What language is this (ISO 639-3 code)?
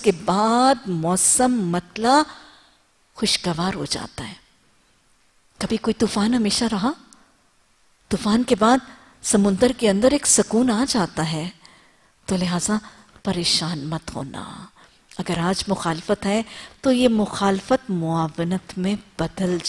urd